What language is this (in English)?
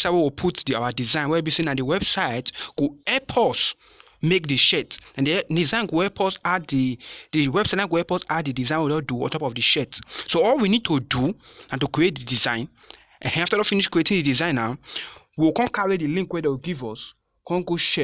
Nigerian Pidgin